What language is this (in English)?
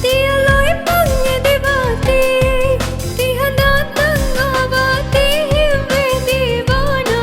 Divehi